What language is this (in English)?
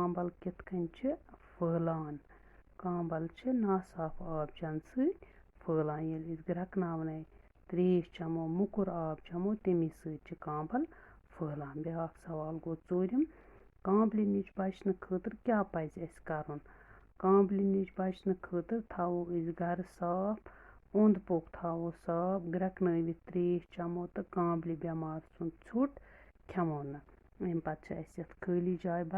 Kashmiri